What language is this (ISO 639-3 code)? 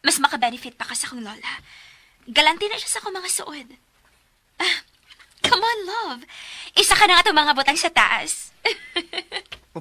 ceb